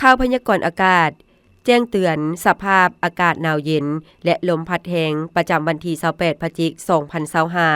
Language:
Lao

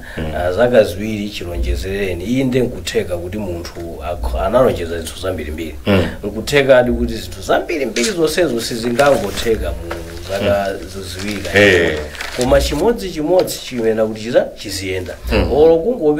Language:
Nyanja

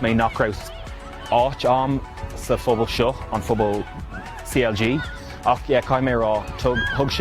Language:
Irish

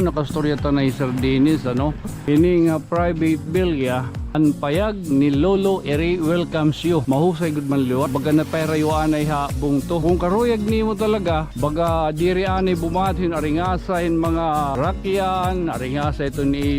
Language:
Waray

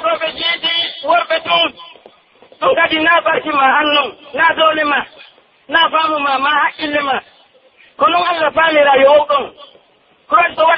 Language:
Pular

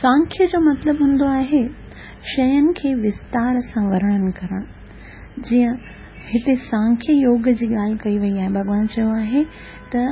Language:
Sindhi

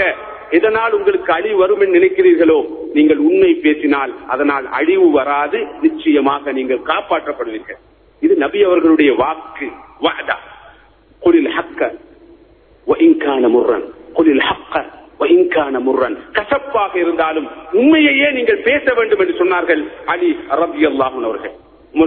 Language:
Tamil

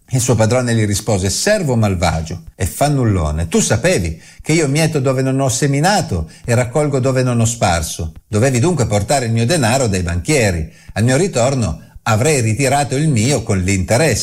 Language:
Italian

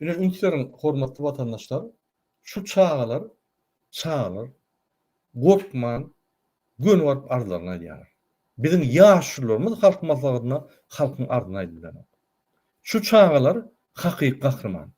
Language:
Turkmen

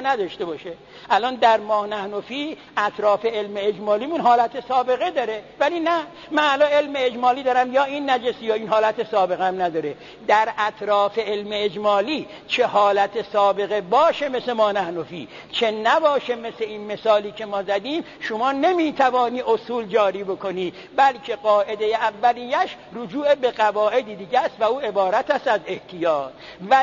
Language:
Persian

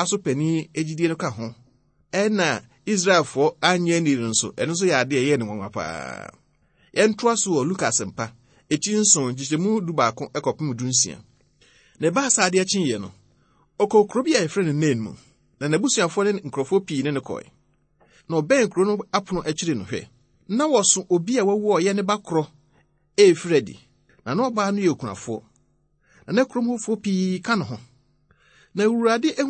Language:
Akan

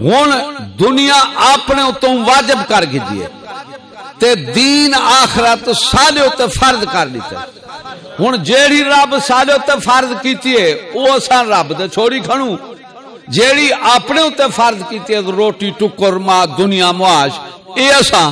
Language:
Saraiki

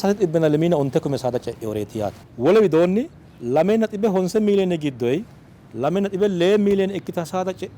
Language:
Sidamo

